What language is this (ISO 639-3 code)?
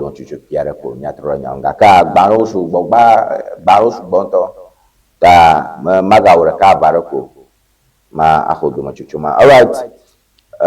ewe